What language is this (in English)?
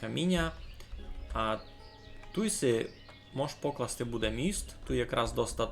Rusyn